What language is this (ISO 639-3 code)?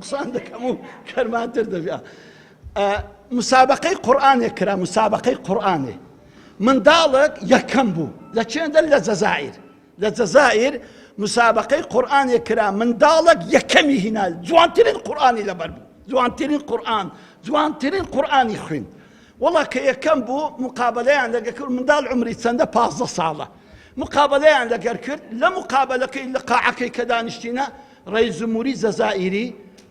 ckb